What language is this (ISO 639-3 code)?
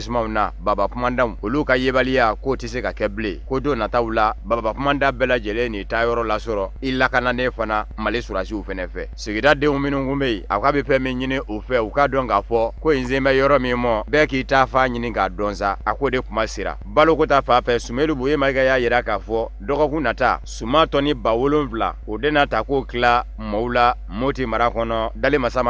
bam